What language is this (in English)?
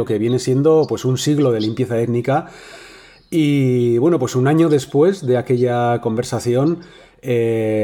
Spanish